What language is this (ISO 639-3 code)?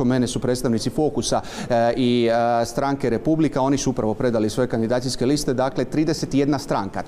hrv